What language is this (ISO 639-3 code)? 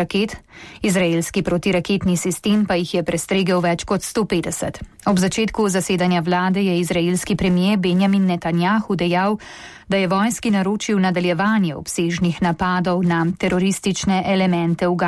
slv